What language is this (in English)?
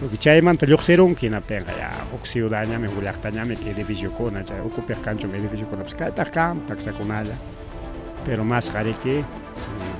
Ayacucho Quechua